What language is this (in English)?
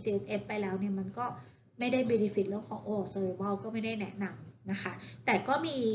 Thai